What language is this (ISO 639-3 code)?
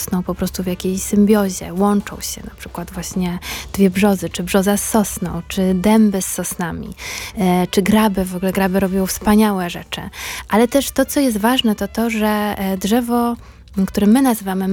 pol